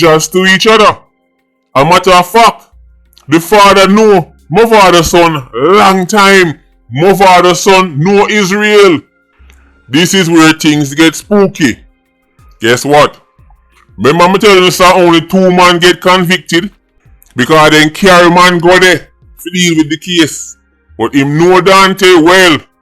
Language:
Jamaican Creole English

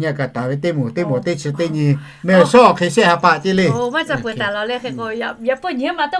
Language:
Lahu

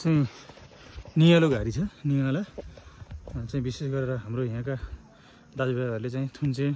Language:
Nepali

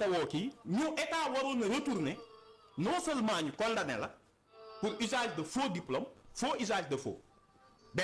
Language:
Wolof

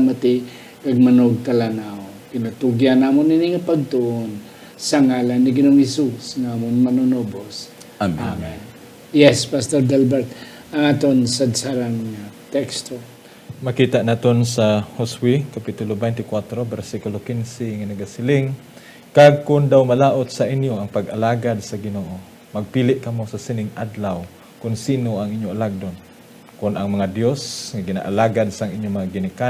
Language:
Hiligaynon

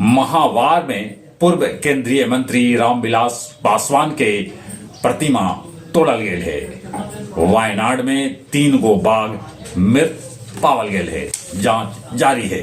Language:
Magahi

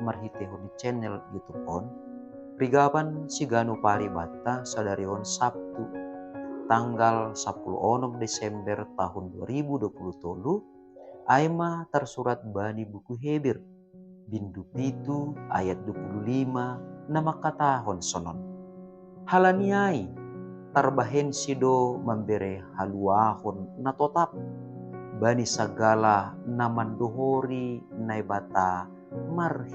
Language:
Batak Simalungun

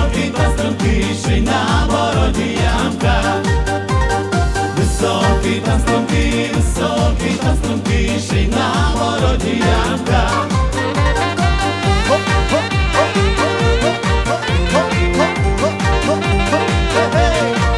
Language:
Ukrainian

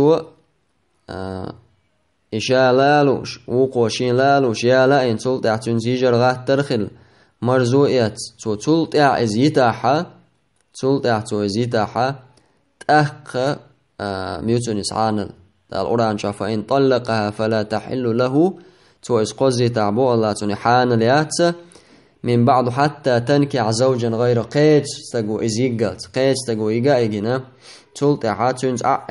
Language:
Chechen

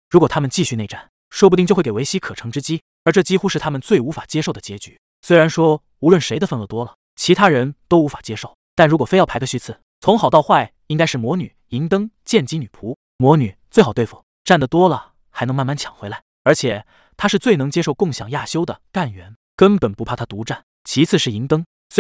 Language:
Chinese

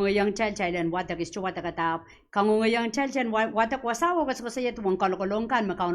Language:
Pohnpeian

